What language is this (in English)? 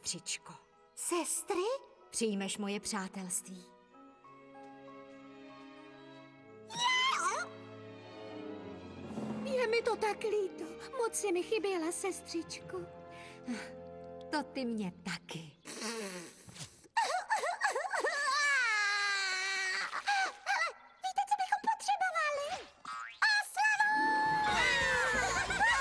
Czech